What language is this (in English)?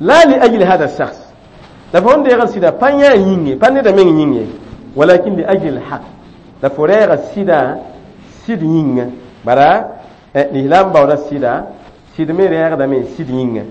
Mossi